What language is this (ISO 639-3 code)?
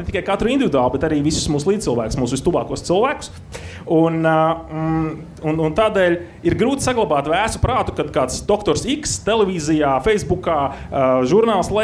lav